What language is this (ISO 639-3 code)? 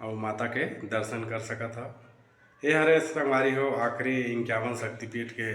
hne